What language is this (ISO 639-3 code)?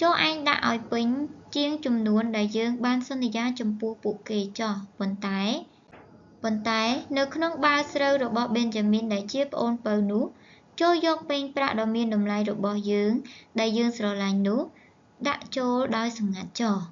khm